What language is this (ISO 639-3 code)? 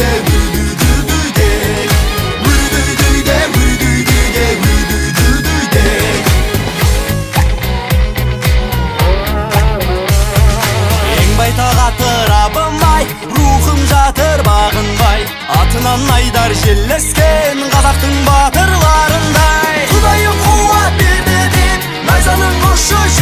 kaz